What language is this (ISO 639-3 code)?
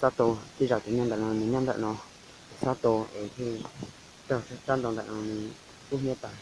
hmn